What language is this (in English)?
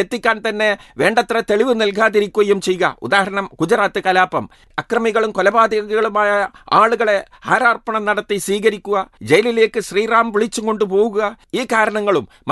Malayalam